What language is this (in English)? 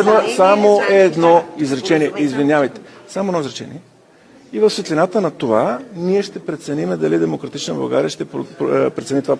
Bulgarian